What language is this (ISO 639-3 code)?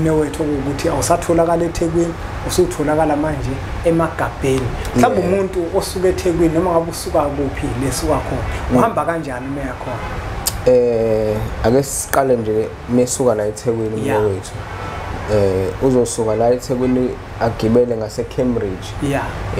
zul